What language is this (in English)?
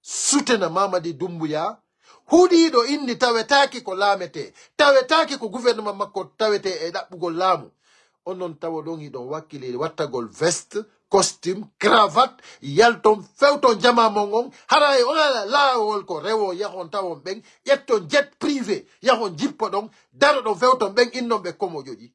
Fula